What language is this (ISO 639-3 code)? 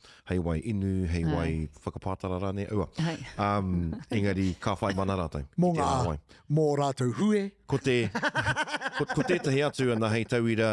mri